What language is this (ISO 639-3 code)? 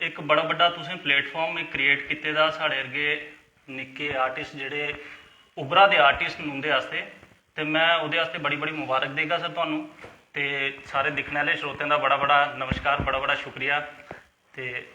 doi